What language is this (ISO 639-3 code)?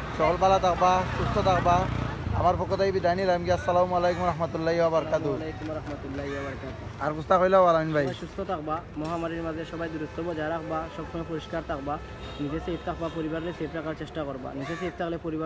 syl